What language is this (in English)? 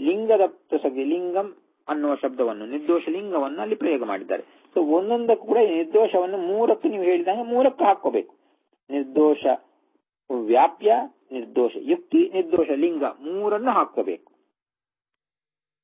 Kannada